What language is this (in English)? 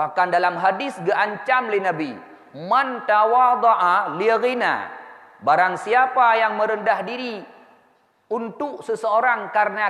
Achinese